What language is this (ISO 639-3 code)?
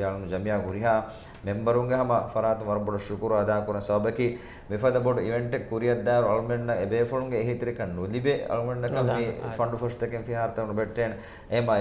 div